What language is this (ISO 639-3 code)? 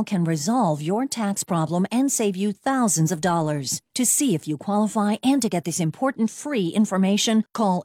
eng